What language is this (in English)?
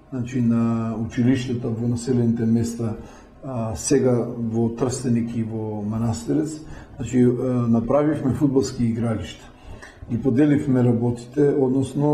Macedonian